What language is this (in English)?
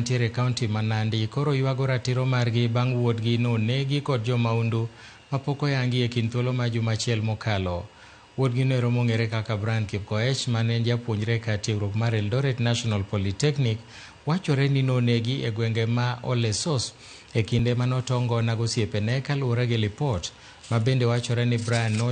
Luo (Kenya and Tanzania)